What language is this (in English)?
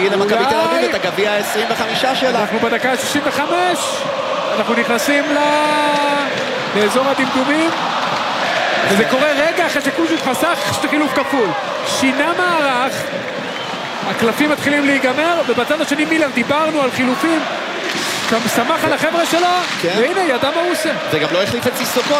Hebrew